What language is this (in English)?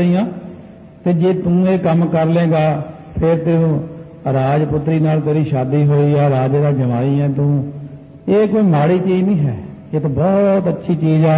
Punjabi